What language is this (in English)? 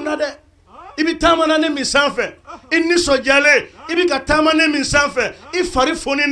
Bambara